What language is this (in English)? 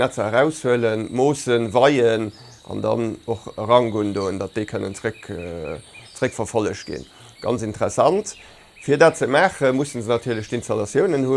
Luxembourgish